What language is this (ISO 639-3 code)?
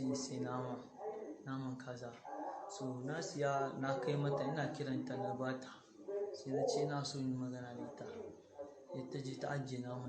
hau